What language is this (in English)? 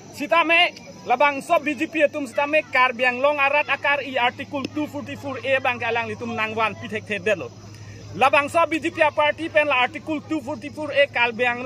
Karbi